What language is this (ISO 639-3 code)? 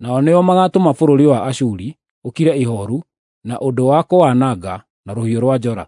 kik